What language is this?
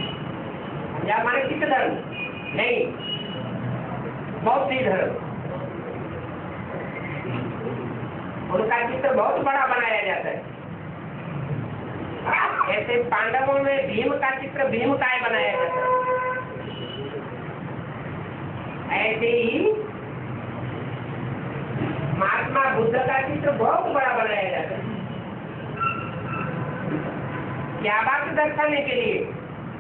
Hindi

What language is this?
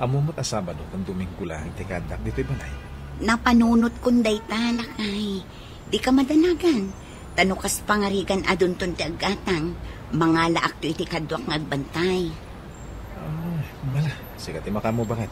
Iloko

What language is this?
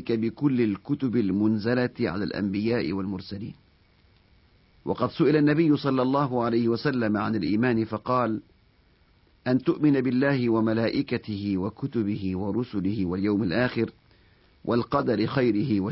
Arabic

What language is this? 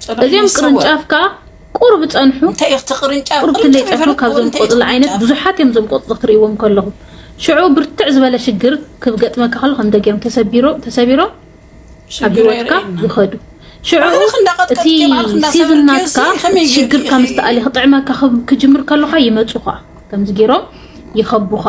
Tigrinya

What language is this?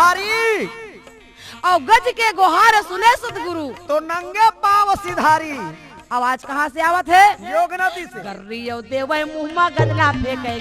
Chhattisgarhi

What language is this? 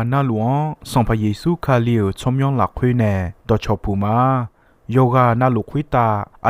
Akha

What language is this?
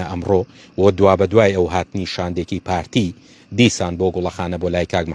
Central Kurdish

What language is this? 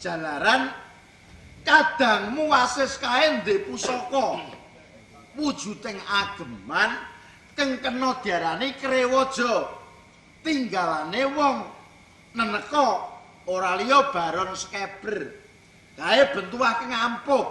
Javanese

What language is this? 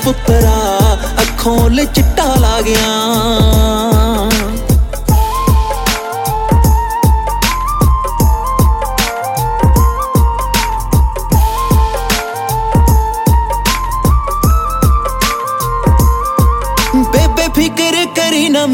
Punjabi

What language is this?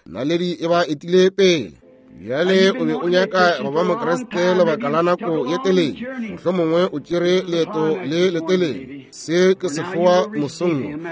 Northern Sotho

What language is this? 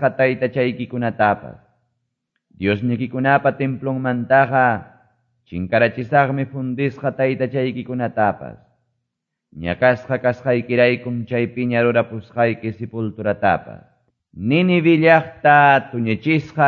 Quechua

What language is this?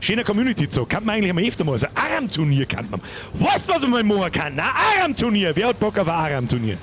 Bavarian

